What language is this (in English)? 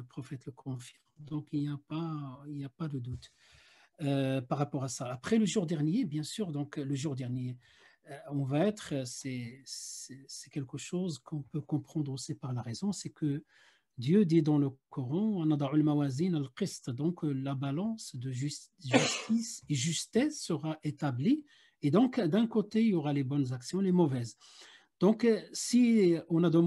French